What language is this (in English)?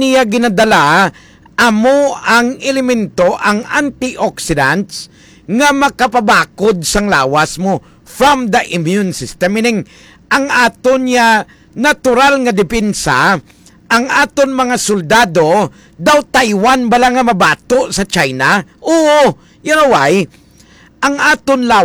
Hiligaynon